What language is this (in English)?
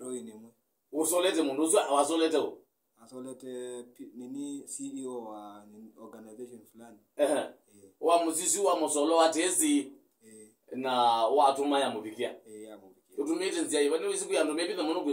Kamba